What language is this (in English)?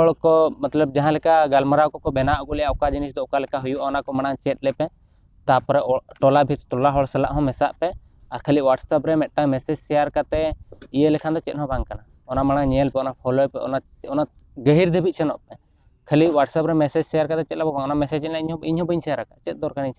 Santali